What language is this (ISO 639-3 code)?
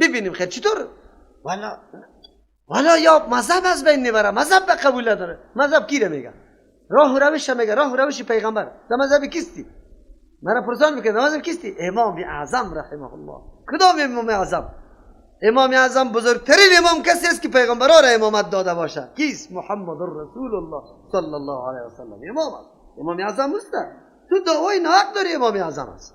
fas